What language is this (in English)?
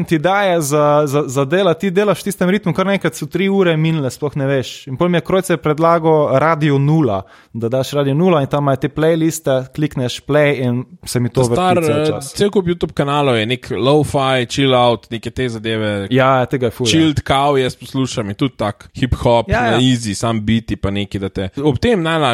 Slovenian